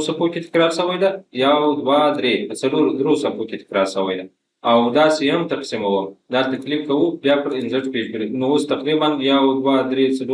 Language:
Pashto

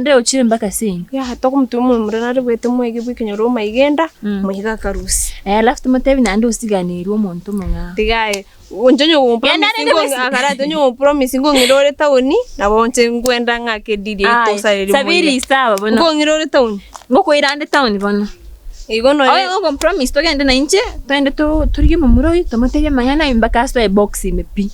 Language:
Gusii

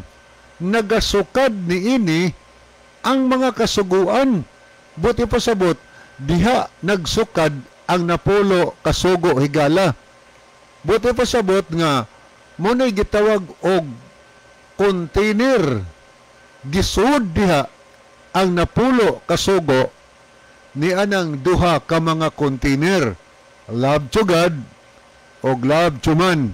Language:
Cebuano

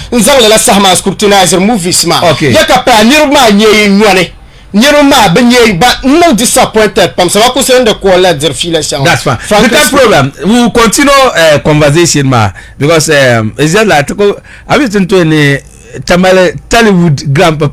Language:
Dagbani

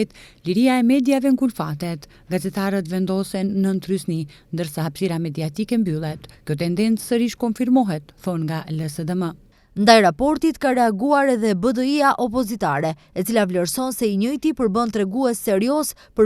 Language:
Albanian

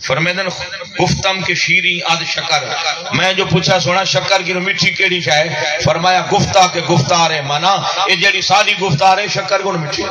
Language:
Saraiki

